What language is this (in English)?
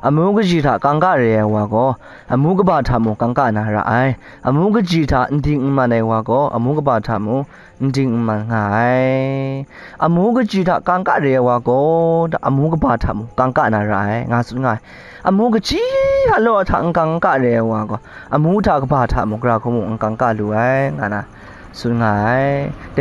Kachin